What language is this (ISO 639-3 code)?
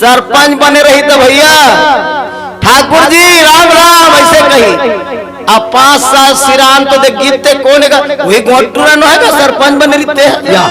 hne